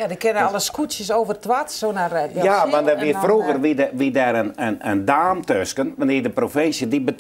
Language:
Western Frisian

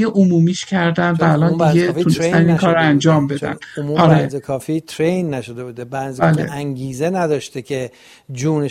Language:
Persian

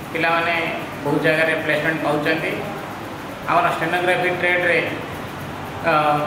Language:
Odia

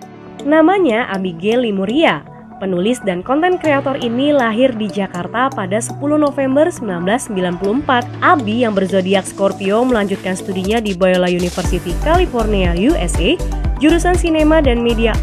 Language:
Indonesian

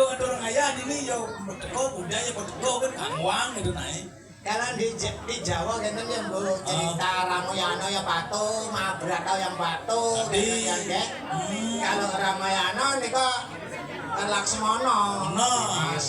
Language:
Balinese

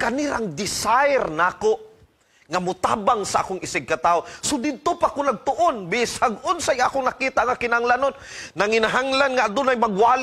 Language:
Cebuano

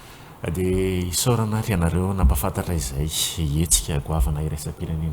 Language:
Malagasy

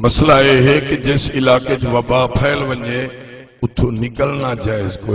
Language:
Saraiki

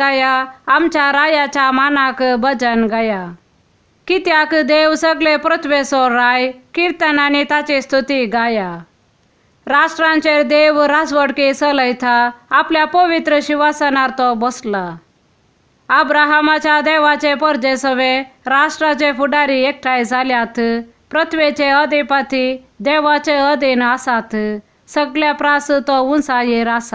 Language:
Konkani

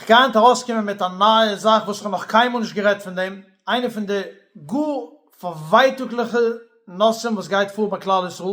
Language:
Yiddish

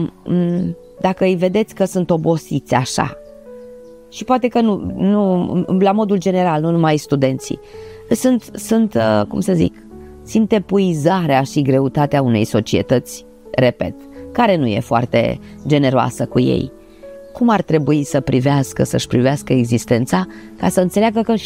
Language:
Romanian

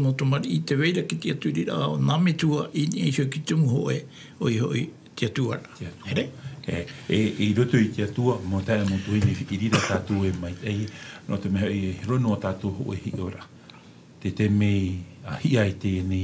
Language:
Tahitian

